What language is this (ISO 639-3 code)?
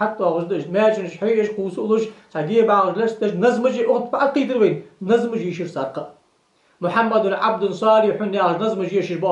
inh